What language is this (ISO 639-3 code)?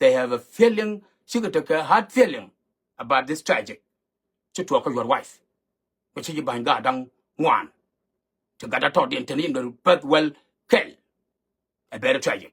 nus